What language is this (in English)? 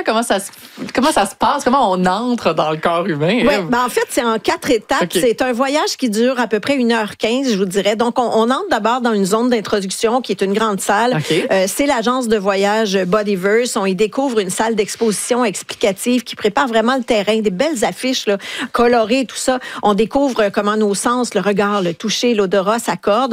French